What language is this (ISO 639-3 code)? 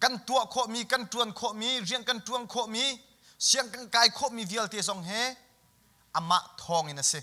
cnh